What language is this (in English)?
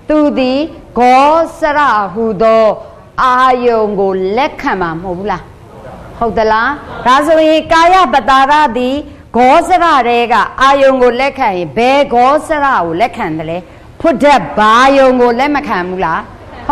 Burmese